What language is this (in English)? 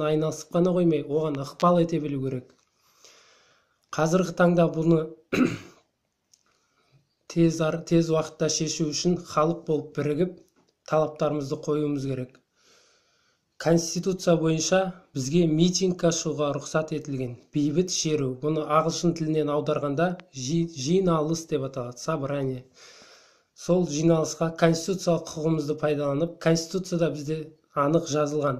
Kazakh